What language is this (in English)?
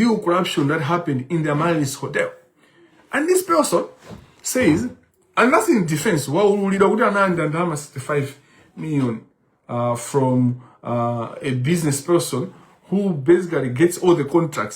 Nyanja